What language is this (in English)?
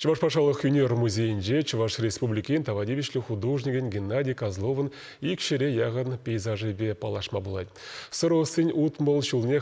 Chuvash